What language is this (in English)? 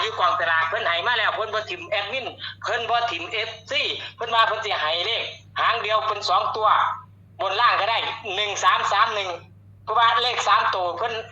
Northeastern Thai